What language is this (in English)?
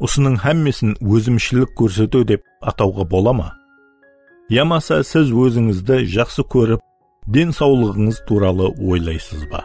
Kara-Kalpak